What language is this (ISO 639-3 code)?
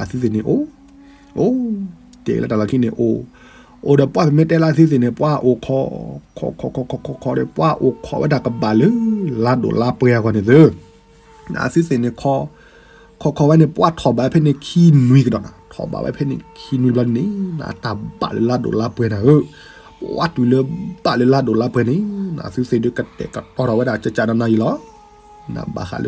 ksw